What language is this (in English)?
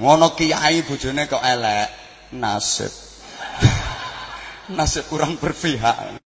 Javanese